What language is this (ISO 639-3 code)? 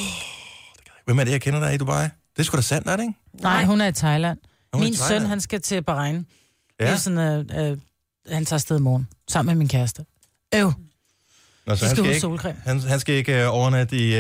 dan